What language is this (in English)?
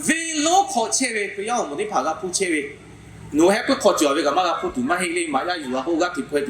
Lahu